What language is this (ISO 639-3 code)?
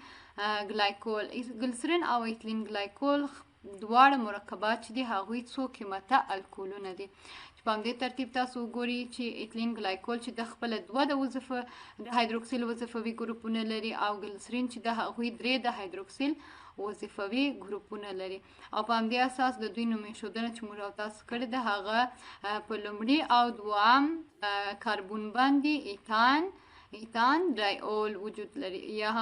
pus